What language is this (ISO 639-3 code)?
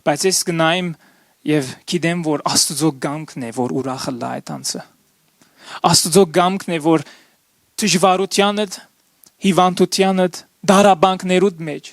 hyw